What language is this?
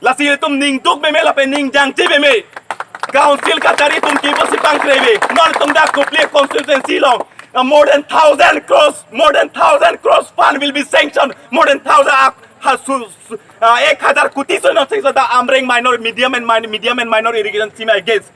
Karbi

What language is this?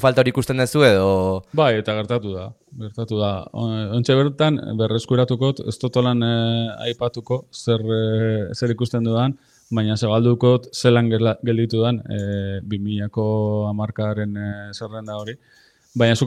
Basque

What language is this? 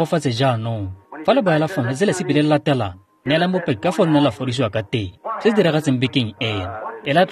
Tswana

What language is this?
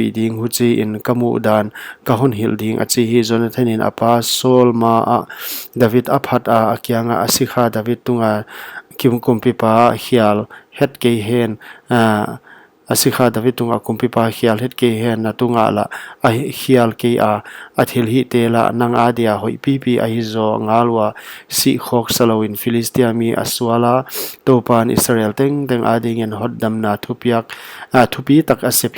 Paite Chin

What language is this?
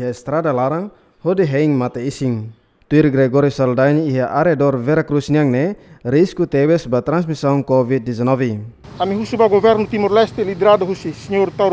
Tetum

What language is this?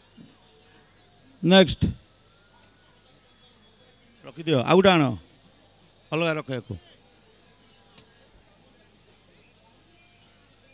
Odia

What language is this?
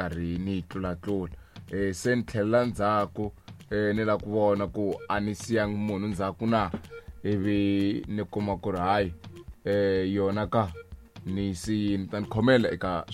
Tsonga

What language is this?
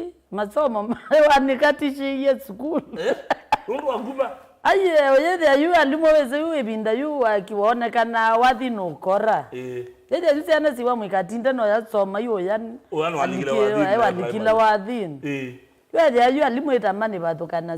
Kamba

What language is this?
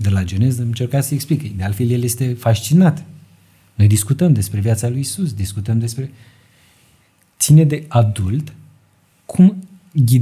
Romanian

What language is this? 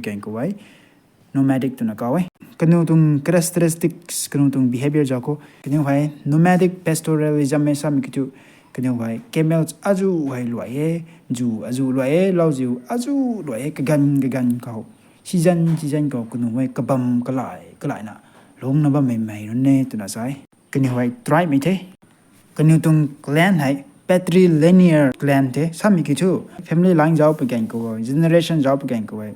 Rongmei Naga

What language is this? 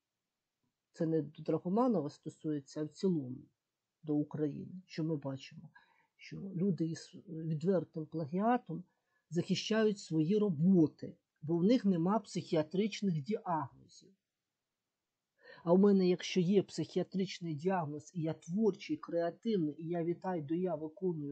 Ukrainian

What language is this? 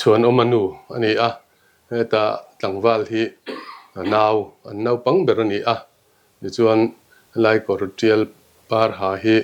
Mizo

